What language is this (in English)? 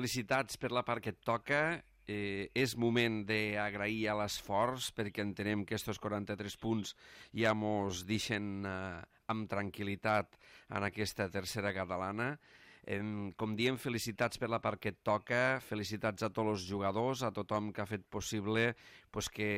Catalan